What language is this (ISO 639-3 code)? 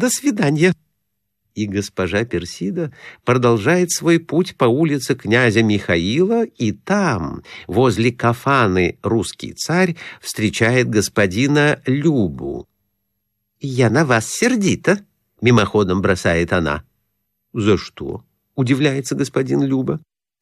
rus